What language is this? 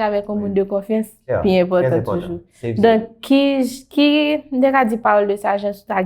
Haitian Creole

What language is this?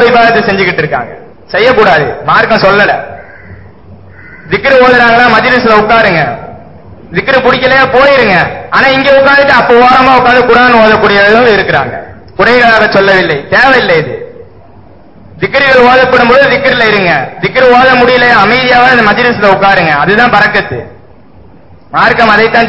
Tamil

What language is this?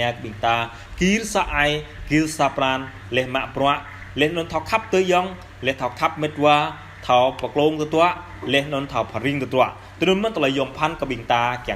Jarai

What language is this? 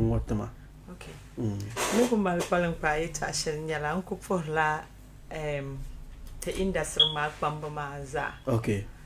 Dagbani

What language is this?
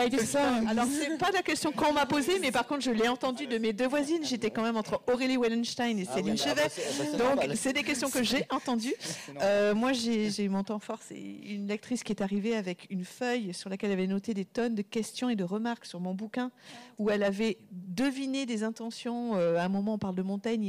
French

